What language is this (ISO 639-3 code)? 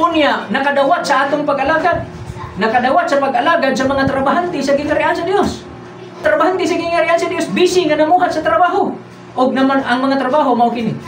ceb